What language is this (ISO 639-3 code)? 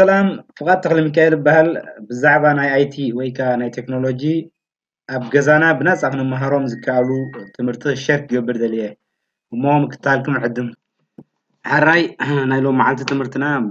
tir